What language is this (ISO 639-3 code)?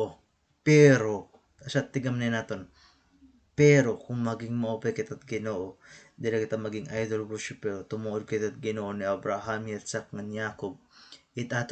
war